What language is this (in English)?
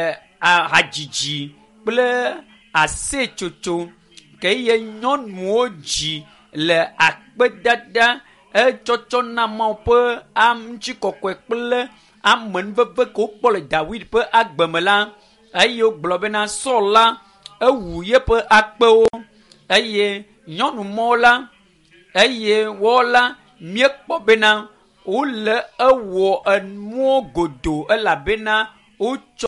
Ewe